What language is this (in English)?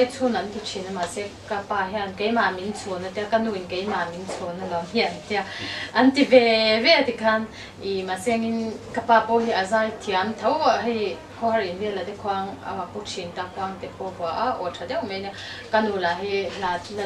Mizo